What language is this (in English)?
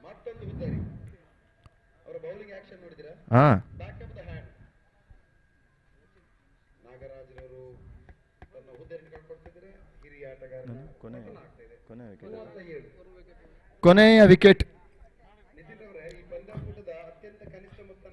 Kannada